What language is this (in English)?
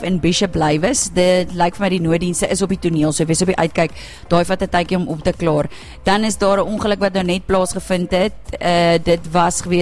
Afrikaans